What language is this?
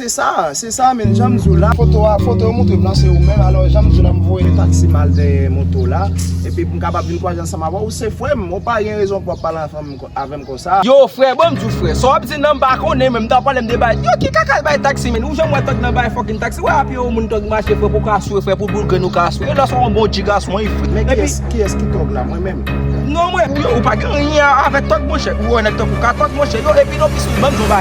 Haitian Creole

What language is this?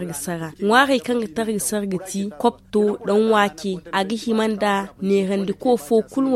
Zarma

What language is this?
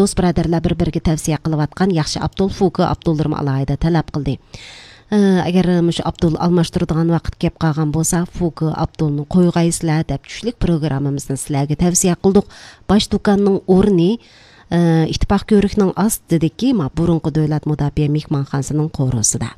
Uyghur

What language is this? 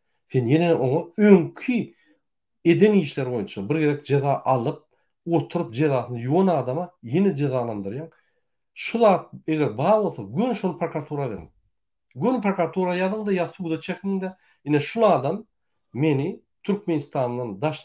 Turkmen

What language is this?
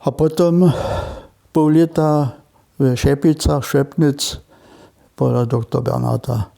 Upper Sorbian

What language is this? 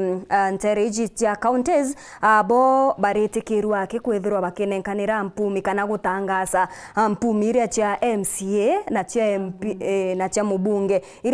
Meru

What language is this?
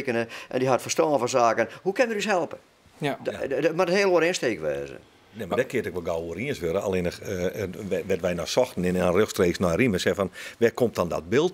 Western Frisian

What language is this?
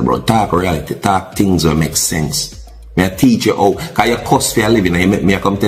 Jamaican Creole English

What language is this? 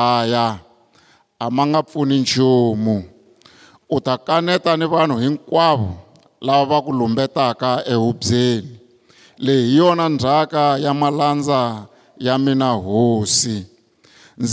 Tsonga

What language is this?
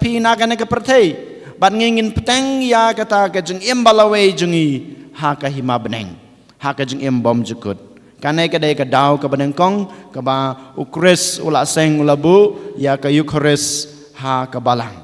Khasi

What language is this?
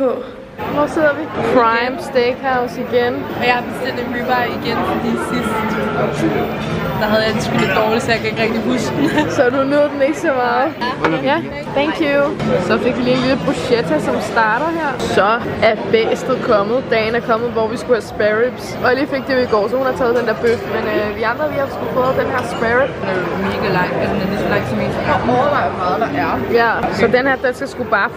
Danish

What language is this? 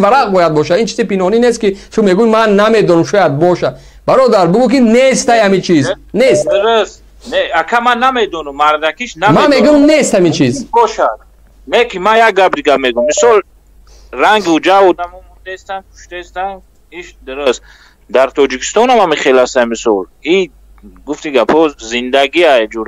Tajik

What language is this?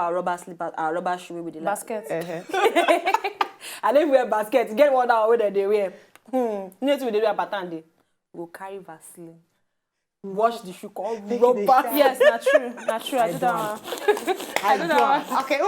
Nigerian Pidgin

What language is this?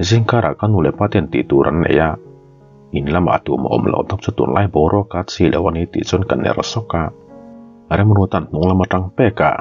Mizo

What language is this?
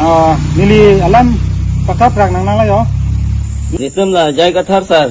Karbi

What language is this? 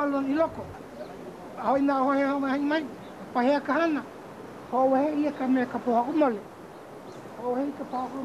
Hawaiian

